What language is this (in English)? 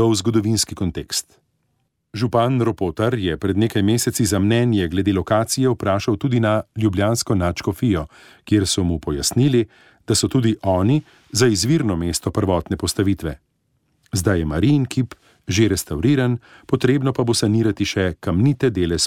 Slovenian